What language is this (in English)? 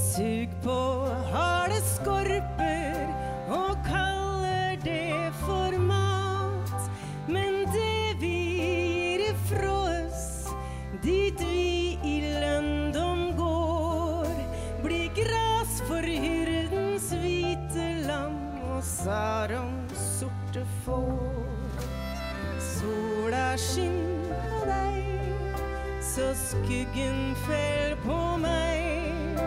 Norwegian